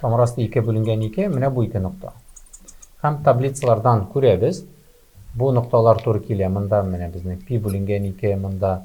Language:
Tatar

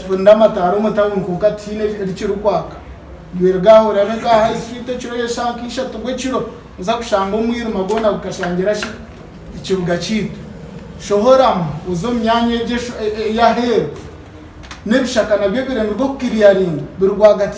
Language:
Nyankole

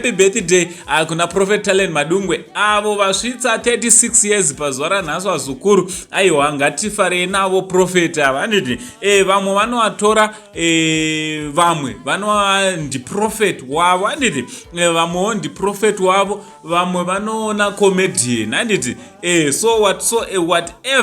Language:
Shona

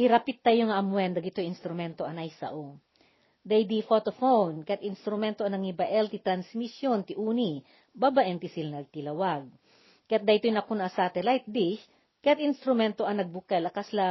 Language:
Iloko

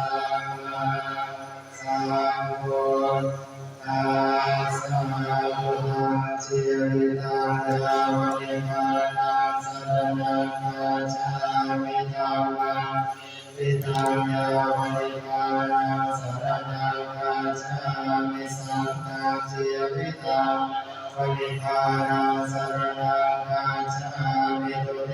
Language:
Pali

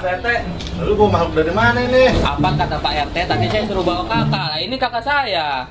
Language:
Betawi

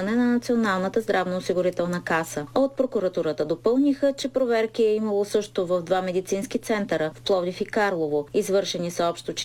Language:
Bulgarian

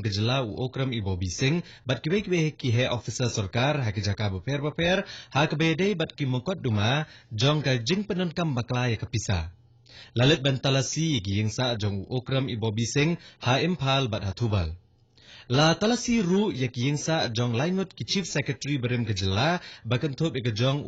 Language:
Khasi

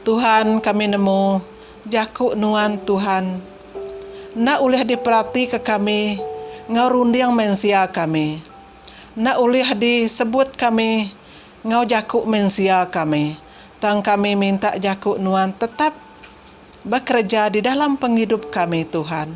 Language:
Iban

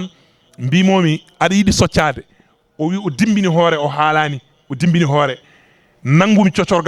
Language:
Fula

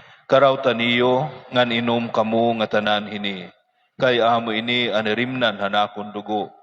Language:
Waray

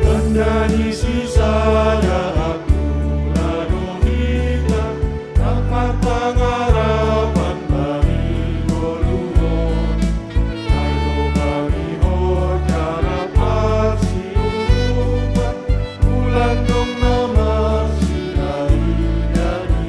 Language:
Batak Simalungun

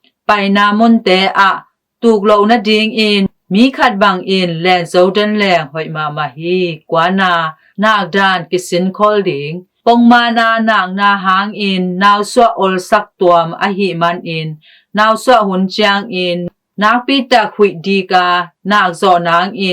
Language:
Tedim Chin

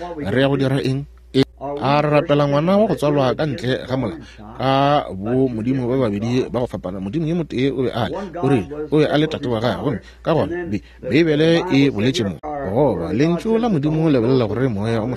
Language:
Northern Sotho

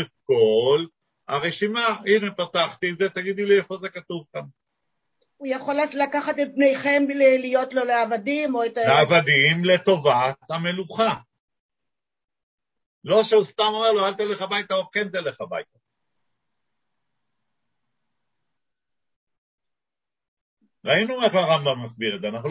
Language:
Hebrew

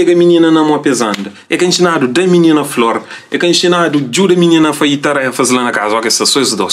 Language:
Kabuverdianu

